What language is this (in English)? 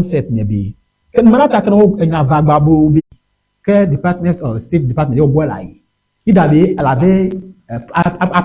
Ewe